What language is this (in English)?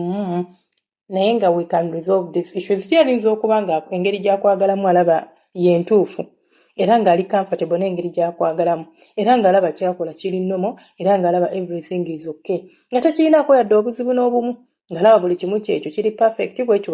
Ganda